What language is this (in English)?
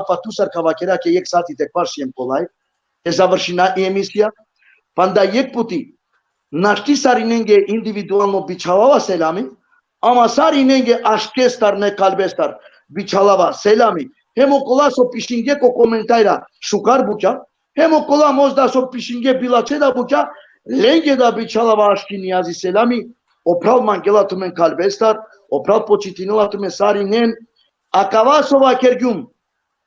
Balkan Romani